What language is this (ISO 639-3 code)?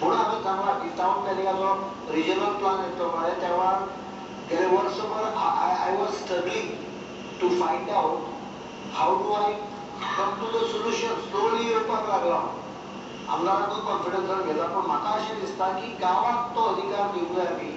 kok